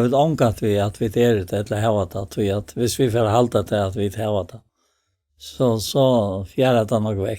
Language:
Faroese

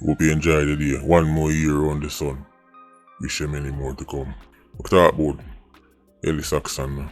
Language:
Jamaican Creole English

